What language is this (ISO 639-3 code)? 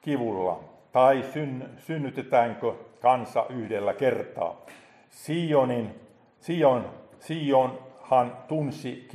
fin